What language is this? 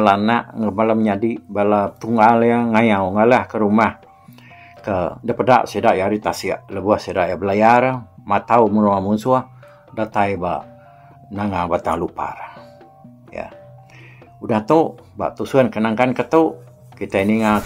Iban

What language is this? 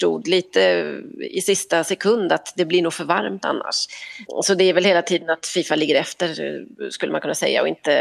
Swedish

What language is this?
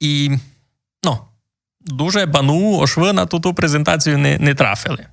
Rusyn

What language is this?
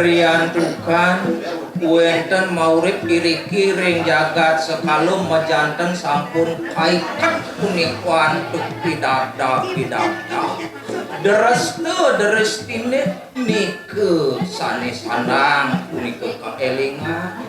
Balinese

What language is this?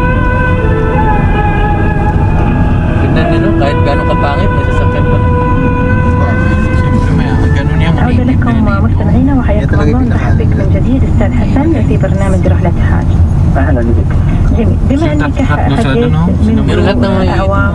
Filipino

